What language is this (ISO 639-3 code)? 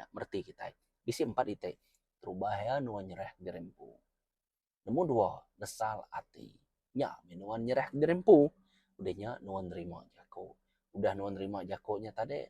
iba